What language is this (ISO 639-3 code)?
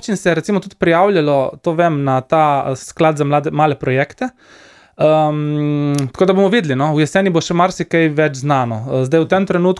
slv